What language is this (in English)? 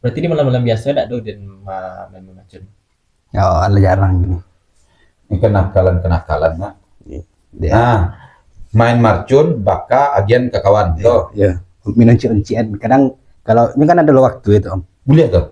Minangkabau